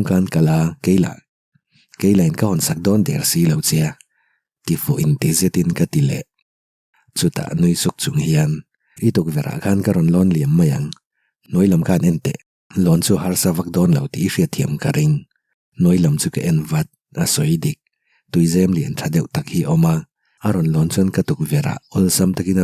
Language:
Mizo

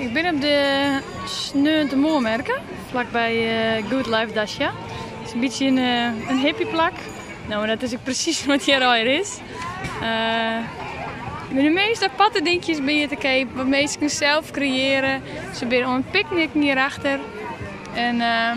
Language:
Western Frisian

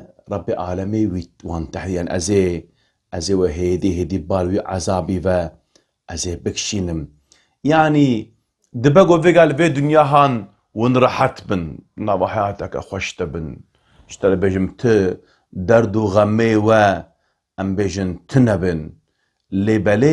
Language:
Kurdish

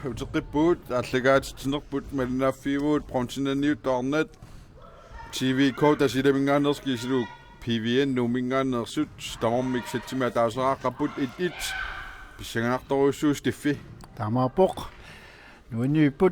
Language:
Kalaallisut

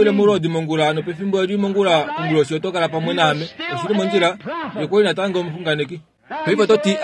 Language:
Kuanyama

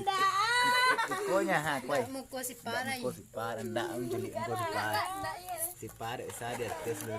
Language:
Minangkabau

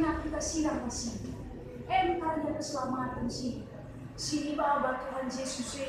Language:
Batak Karo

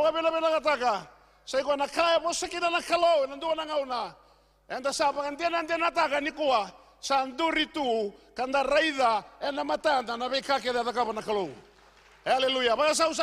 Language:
Fijian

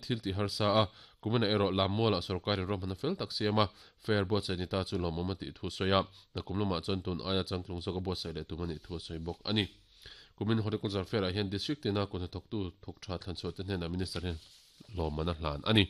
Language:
Mizo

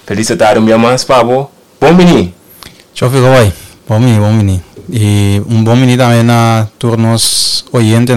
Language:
Papiamento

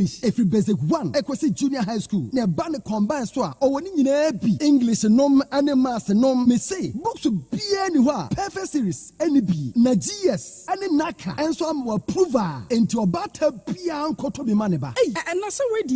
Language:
Akan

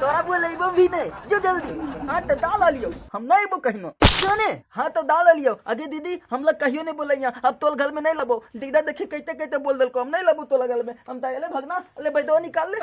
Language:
Magahi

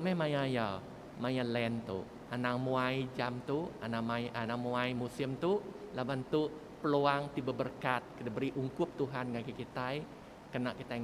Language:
Iban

